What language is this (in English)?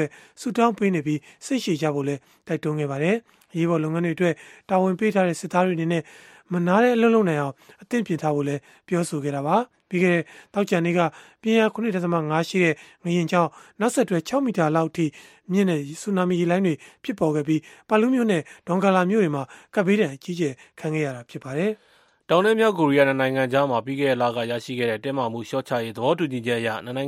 Burmese